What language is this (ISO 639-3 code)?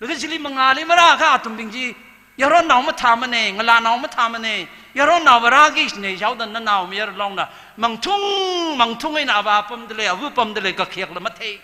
nmf